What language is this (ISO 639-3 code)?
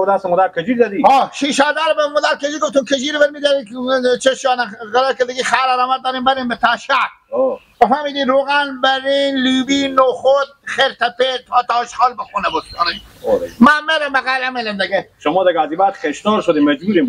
fas